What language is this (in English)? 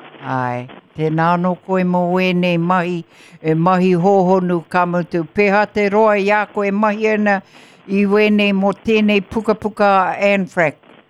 Māori